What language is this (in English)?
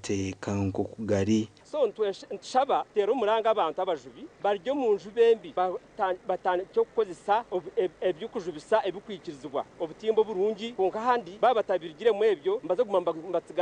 Nyankole